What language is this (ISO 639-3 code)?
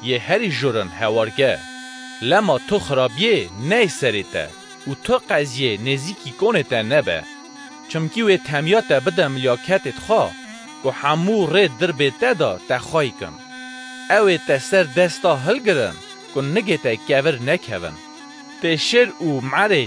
kur